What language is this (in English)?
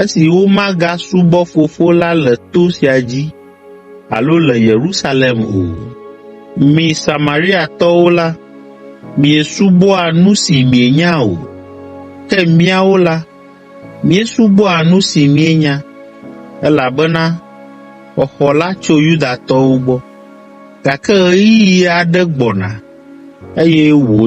Ewe